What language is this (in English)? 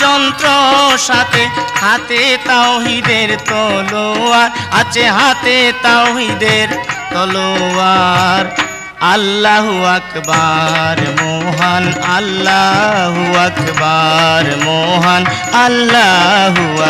Bangla